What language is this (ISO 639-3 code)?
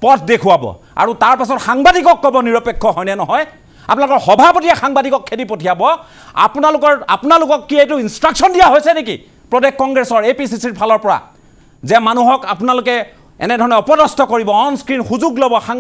asm